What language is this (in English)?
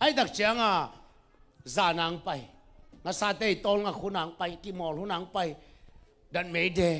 Tedim Chin